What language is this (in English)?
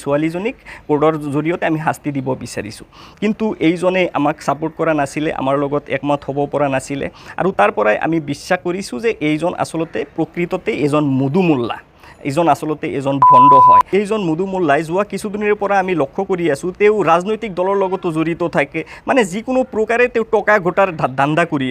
Assamese